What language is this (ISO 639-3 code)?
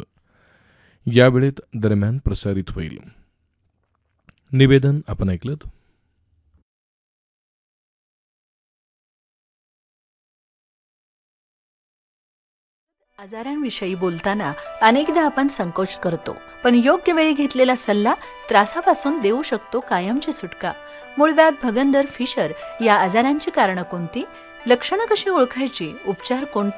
mar